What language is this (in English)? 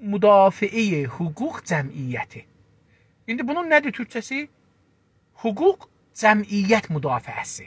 South Azerbaijani